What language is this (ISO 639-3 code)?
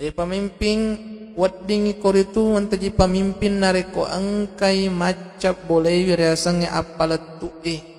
bug